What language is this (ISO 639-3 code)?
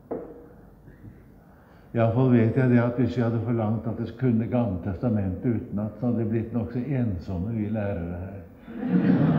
nor